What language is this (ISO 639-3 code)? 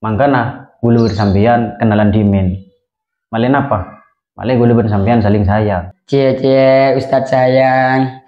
mad